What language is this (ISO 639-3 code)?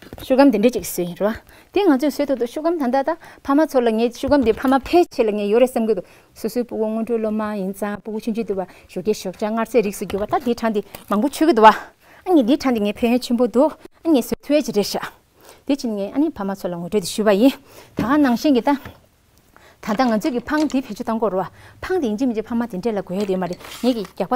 bod